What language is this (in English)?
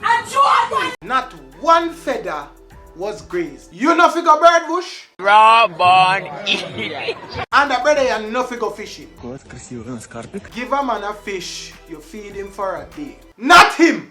Jamaican Creole English